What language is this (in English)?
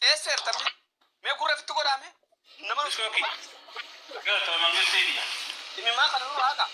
Oromo